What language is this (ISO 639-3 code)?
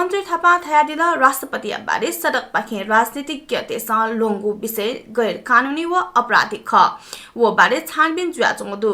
new